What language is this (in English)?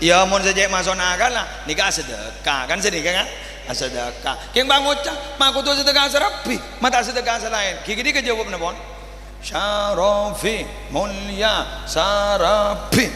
Madurese